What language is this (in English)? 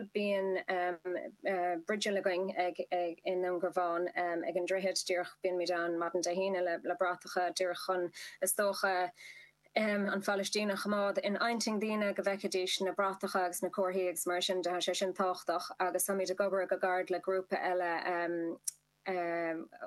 Irish